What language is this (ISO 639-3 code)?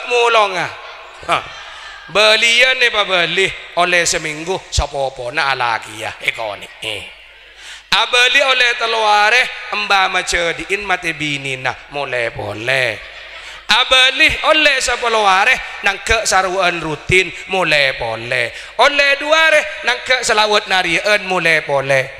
mad